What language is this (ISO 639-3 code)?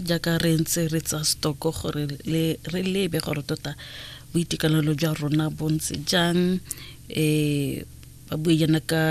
tsn